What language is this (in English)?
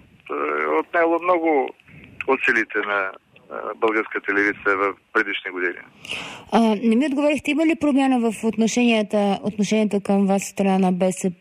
Bulgarian